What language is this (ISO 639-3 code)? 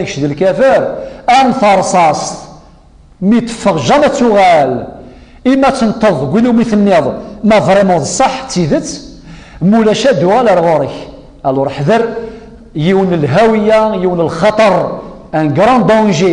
kab